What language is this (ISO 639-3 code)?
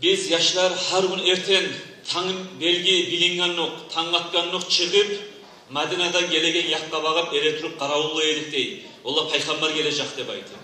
kum